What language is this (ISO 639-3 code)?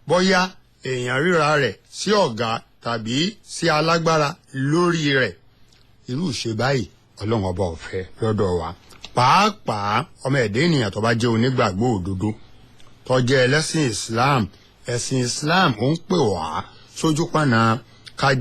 yor